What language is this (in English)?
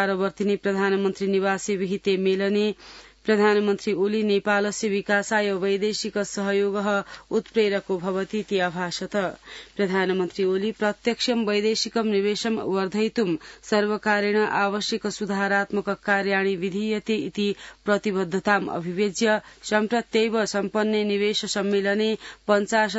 Sanskrit